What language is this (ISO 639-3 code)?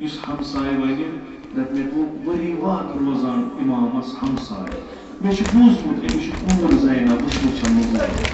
kas